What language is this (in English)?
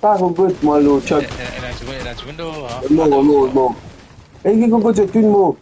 Morisyen